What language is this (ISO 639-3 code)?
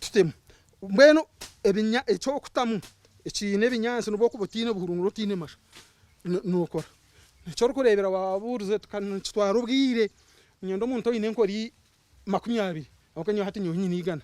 nyn